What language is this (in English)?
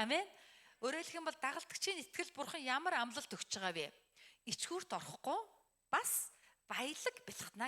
Mongolian